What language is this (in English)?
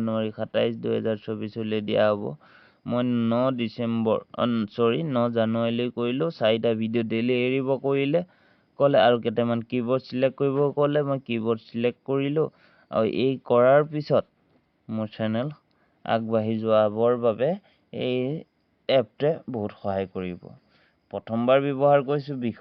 Assamese